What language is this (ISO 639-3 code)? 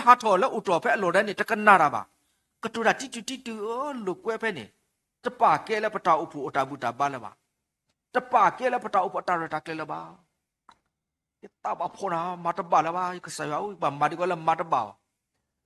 ksw